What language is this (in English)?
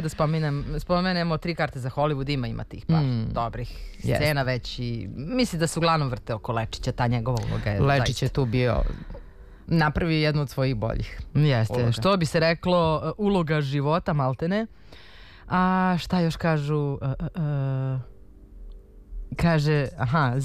Serbian